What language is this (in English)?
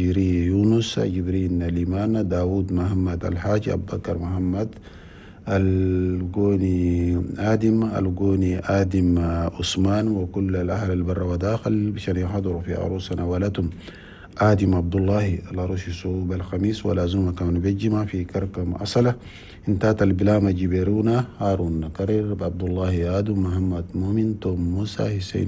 Chadian Arabic